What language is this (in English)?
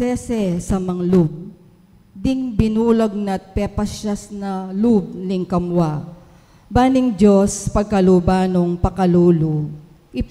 Pampanga